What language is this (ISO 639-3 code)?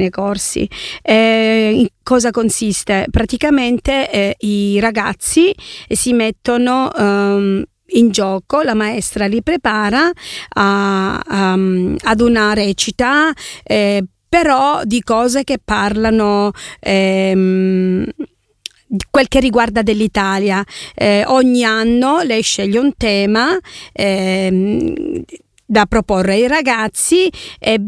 ita